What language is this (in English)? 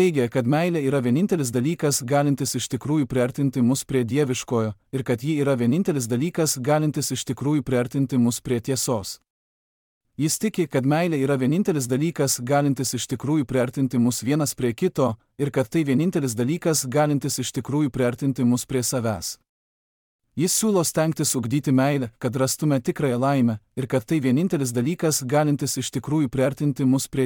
Lithuanian